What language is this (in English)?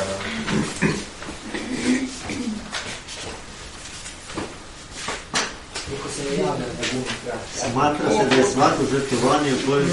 Croatian